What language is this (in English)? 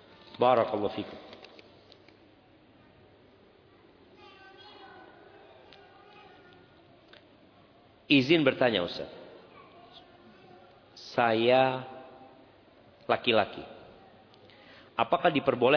Indonesian